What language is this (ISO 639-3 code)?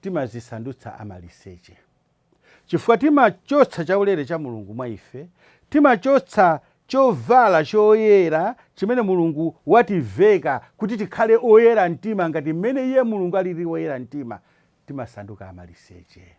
nya